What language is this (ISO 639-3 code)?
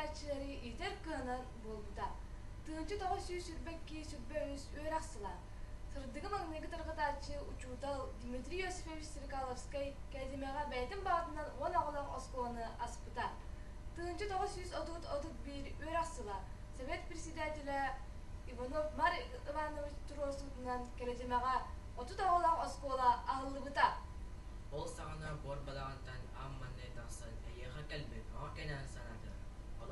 sah